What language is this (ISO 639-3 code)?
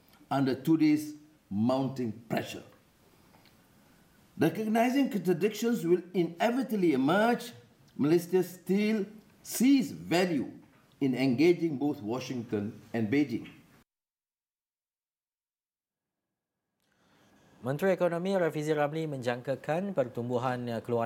msa